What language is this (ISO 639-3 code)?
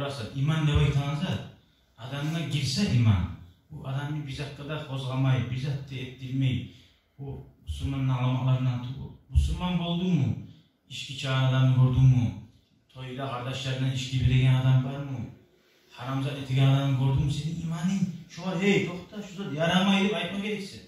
kum